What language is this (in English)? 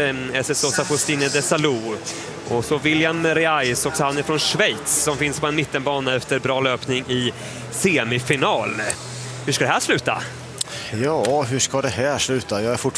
Swedish